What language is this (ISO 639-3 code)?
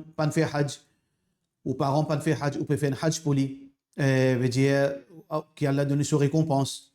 mfe